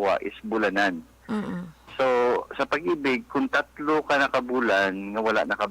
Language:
Hiligaynon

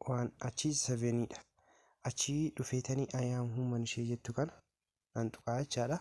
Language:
Oromo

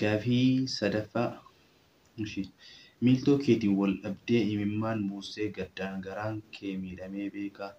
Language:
Oromo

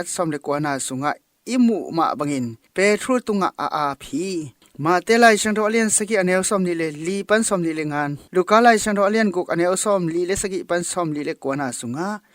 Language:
Tedim Chin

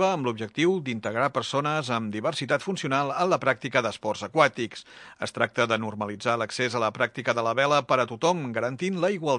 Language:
Catalan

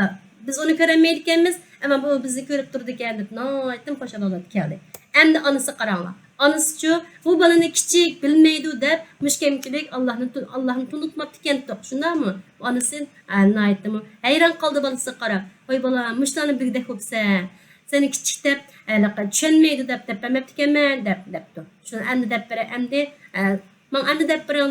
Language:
Uyghur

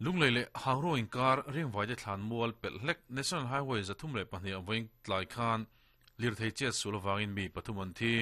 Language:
Mizo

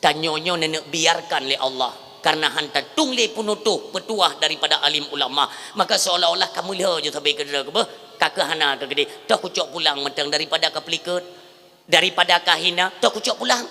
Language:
Achinese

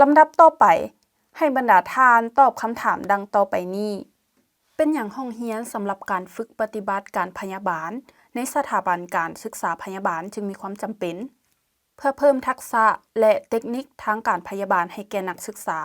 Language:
Lao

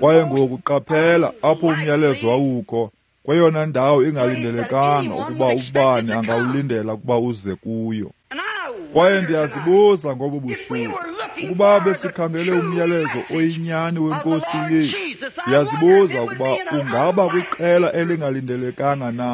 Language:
Xhosa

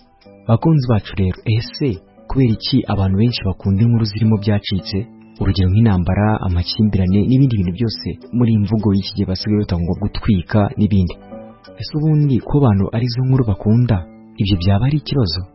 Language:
Kinyarwanda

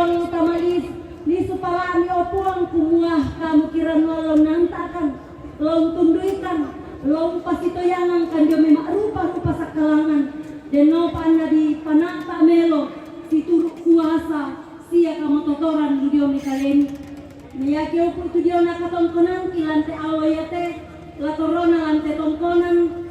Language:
Toraja-Sa'dan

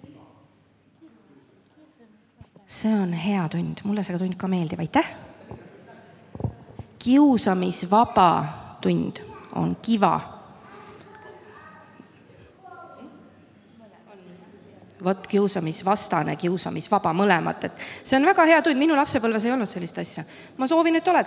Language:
Estonian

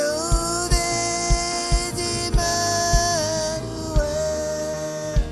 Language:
Marshallese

